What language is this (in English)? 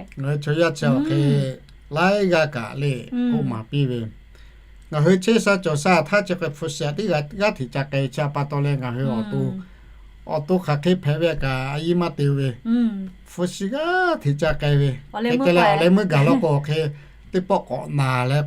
Lahu